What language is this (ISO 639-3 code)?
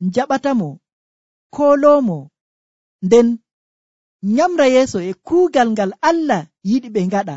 fuv